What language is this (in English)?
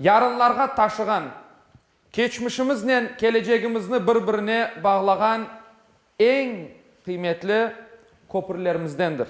Crimean Tatar